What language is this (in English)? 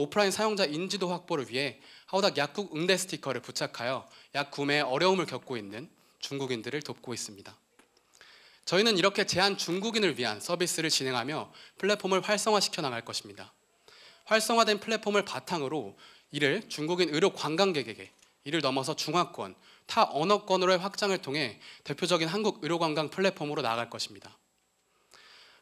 Korean